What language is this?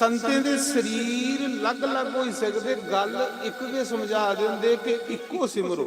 Dogri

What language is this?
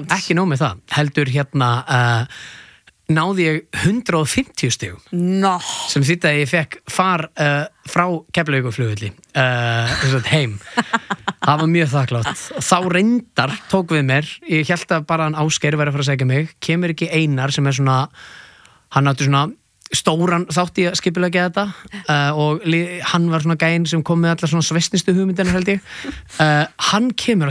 Icelandic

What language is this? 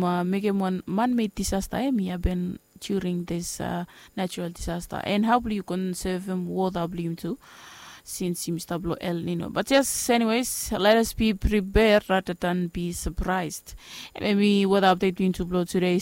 Bislama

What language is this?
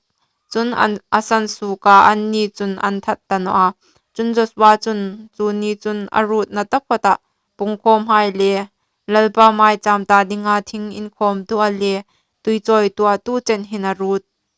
Hmar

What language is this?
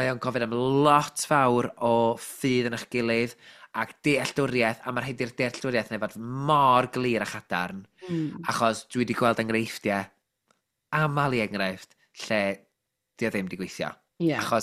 Welsh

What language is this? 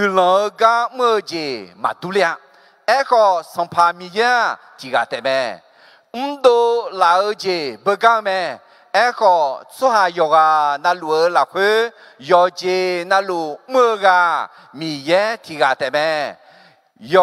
Akha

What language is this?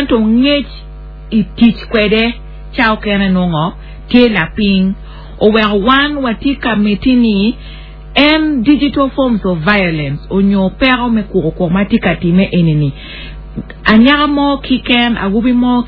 Acoli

